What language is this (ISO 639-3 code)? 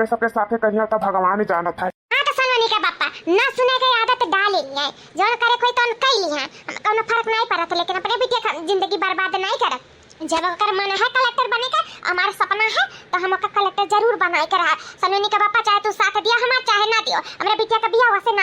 awa